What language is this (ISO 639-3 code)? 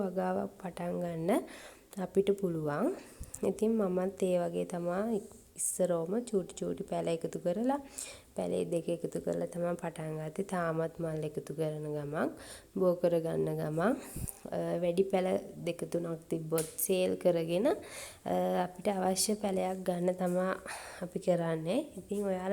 sin